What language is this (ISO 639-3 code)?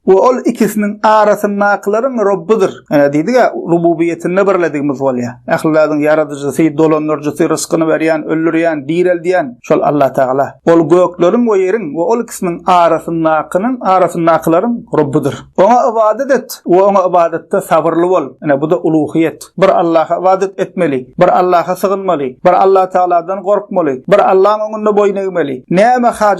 tuk